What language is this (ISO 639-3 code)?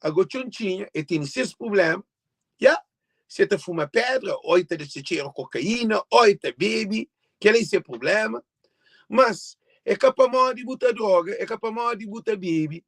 kea